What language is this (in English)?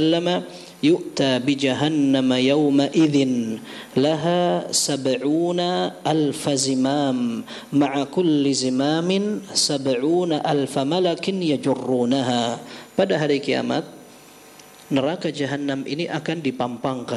Indonesian